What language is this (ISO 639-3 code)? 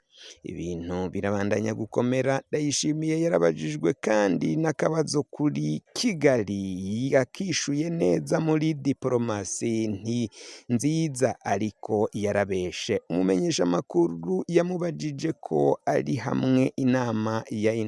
run